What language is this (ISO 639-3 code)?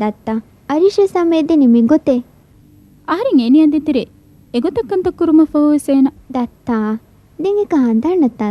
div